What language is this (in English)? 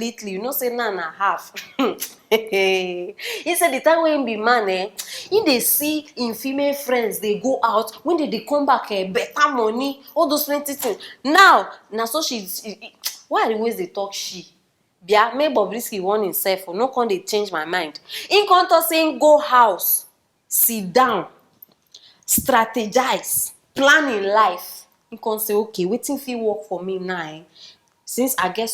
Nigerian Pidgin